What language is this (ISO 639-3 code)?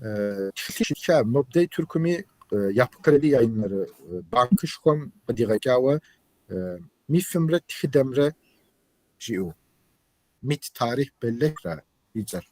kbd